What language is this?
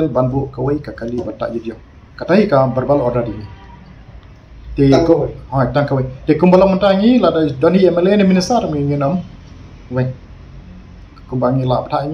Khasi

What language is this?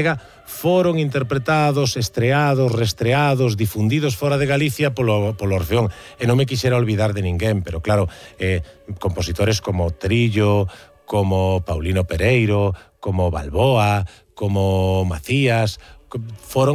Galician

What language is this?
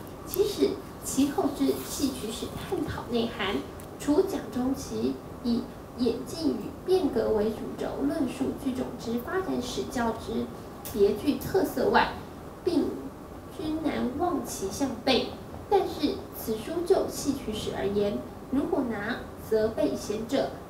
Chinese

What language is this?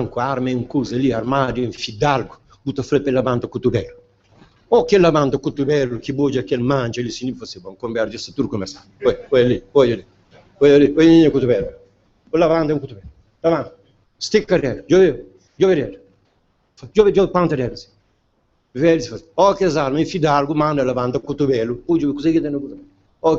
Kabuverdianu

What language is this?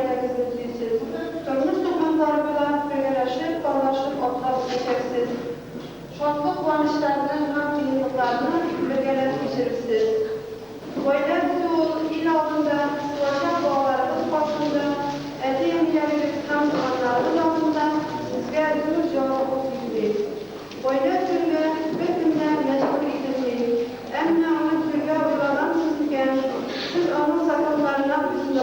Tatar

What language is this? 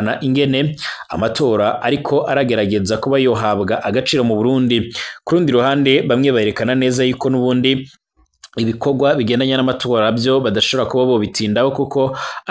Rundi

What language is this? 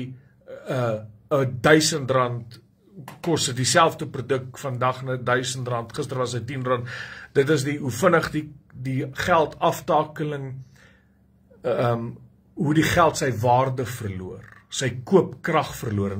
Afrikaans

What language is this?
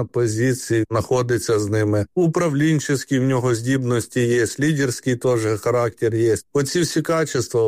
Ukrainian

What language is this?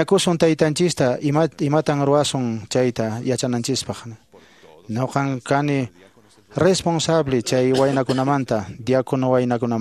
Quechua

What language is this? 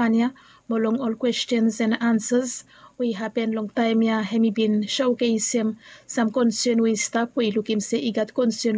Bislama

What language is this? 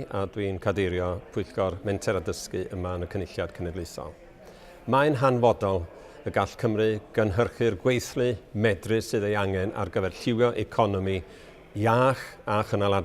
Welsh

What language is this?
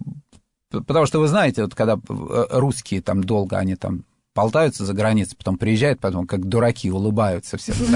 Russian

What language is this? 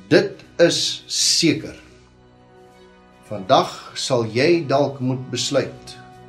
Afrikaans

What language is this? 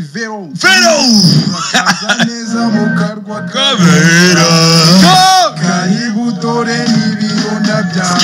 Kinyarwanda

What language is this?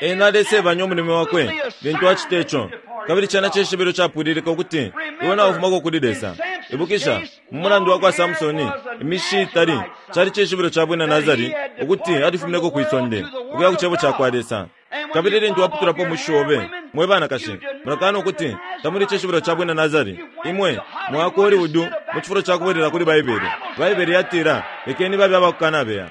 Bemba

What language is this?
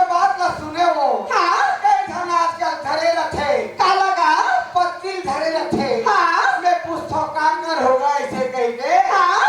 Chhattisgarhi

